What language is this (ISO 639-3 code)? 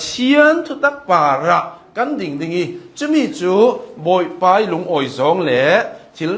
cnh